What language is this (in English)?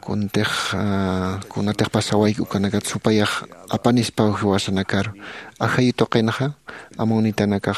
Aymara